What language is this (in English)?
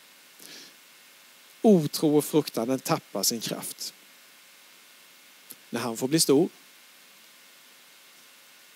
Swedish